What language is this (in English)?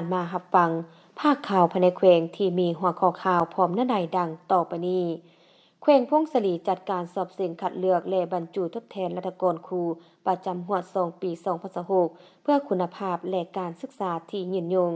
Lao